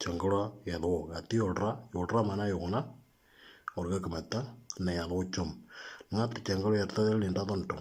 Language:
Moro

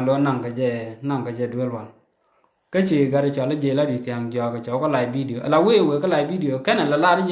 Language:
Nuer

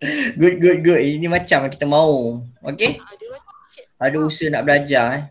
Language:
Malay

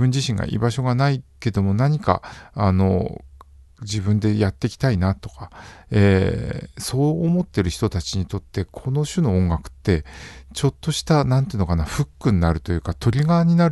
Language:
Japanese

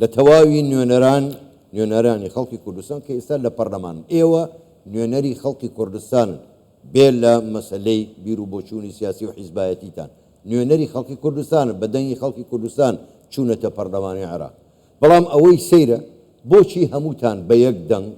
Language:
Central Kurdish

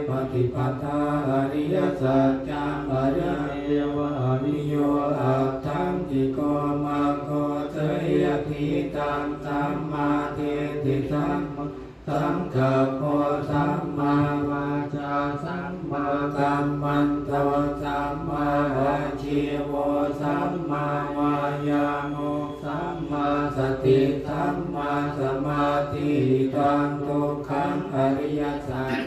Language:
Pali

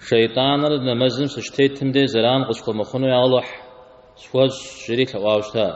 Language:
Kabardian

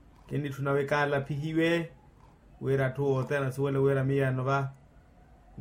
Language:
Makhuwa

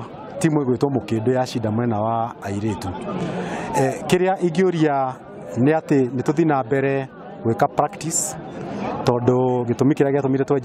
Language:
Kikuyu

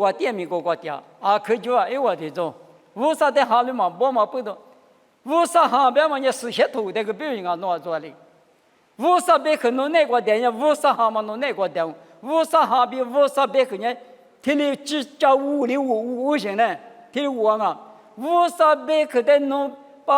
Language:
Lisu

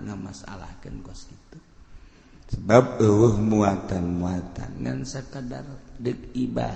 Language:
Sundanese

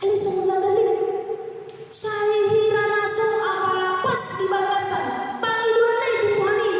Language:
Batak Toba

